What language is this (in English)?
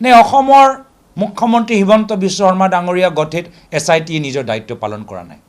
Assamese